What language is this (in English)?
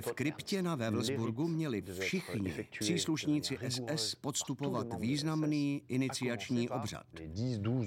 Czech